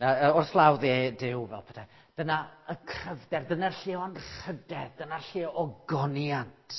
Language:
Welsh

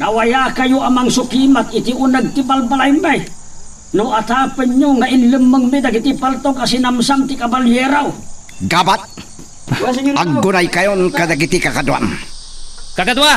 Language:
Iloko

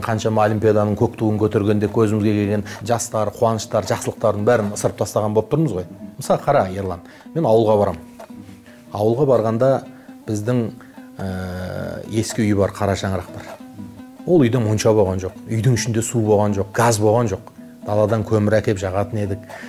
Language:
Kazakh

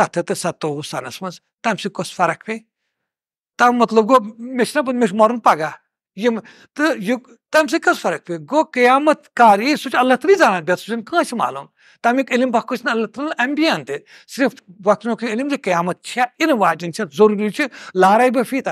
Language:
Kashmiri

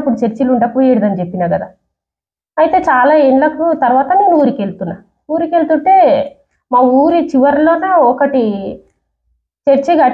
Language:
Telugu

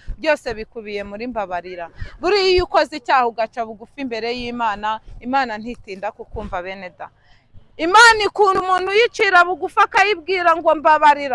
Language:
Kinyarwanda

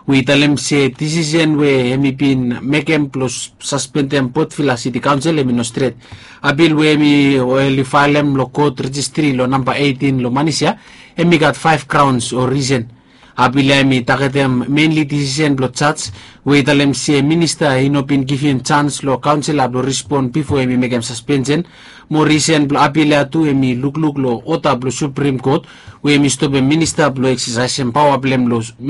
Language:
Bislama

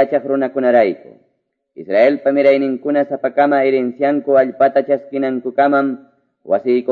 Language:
Quechua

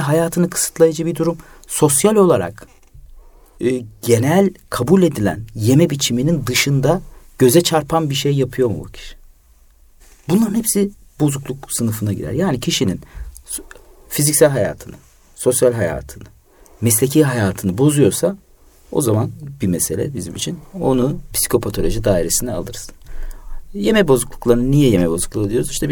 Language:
Turkish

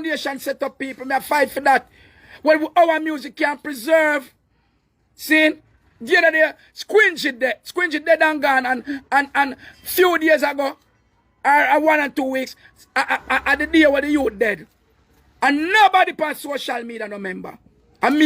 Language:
Jamaican Creole English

